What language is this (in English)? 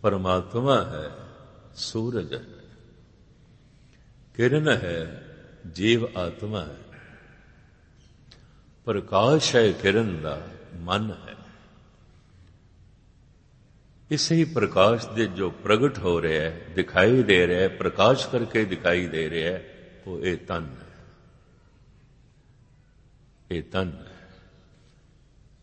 Punjabi